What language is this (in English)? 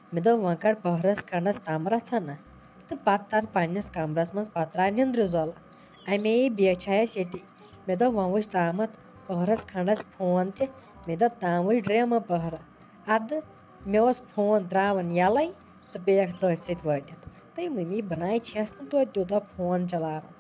Kashmiri